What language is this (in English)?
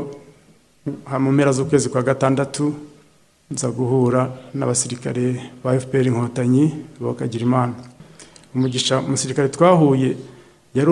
Kinyarwanda